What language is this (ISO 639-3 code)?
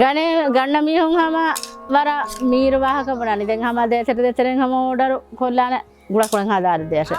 div